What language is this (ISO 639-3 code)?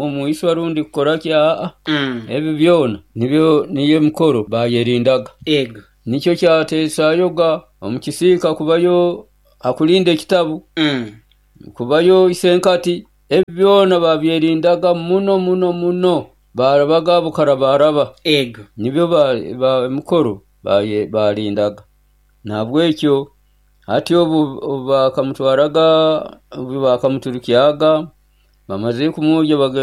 nyo